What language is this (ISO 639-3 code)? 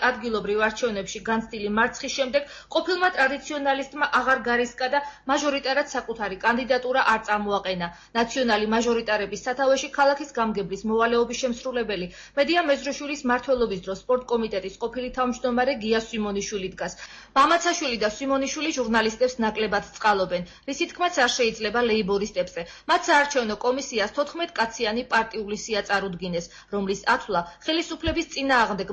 kat